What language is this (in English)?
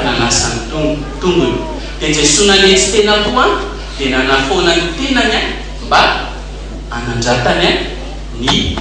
Malagasy